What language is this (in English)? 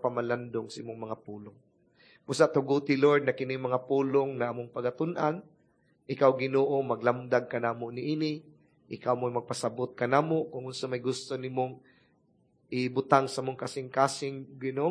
Cebuano